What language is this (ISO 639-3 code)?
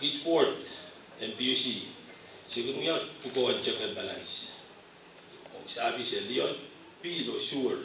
pon